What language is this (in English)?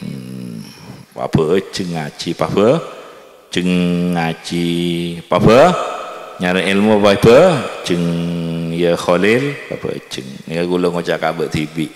Madurese